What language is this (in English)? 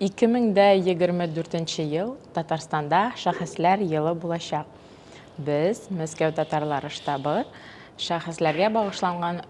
Tatar